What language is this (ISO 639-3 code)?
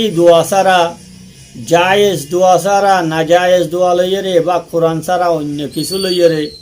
rhg